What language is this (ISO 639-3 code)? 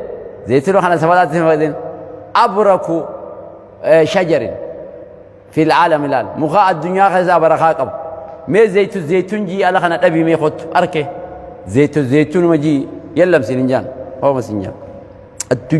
orm